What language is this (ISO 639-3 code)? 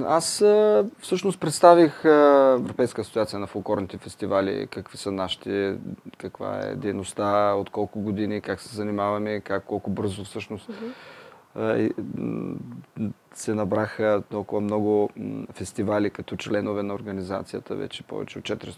bul